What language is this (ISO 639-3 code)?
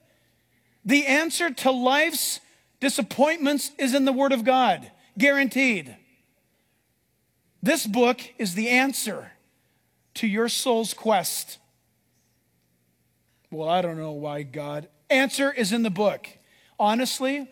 eng